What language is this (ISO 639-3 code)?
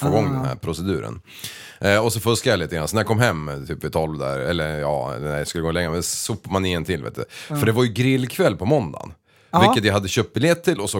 swe